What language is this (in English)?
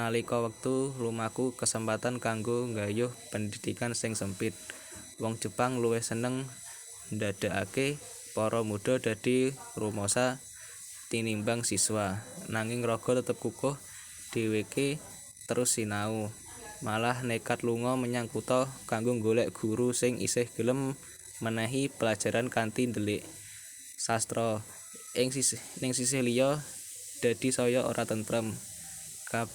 Javanese